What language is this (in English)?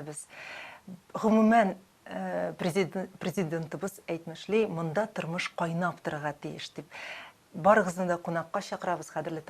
Tatar